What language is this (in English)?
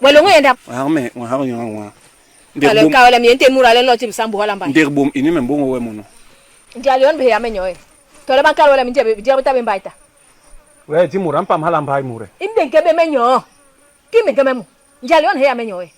Basaa